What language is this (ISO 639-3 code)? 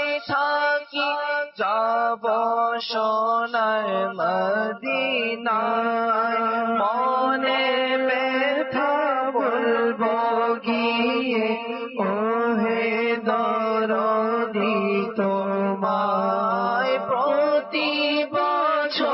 ben